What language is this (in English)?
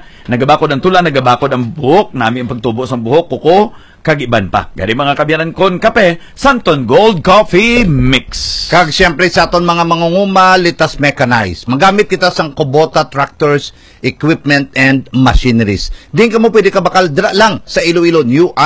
Hiligaynon